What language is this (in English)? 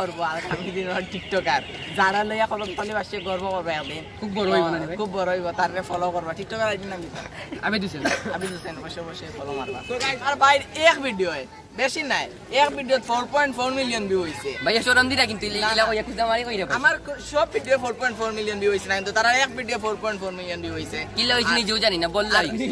Sylheti